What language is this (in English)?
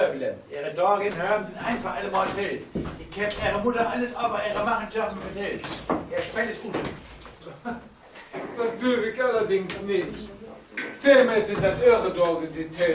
Low German